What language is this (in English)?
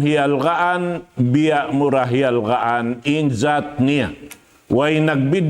Tausug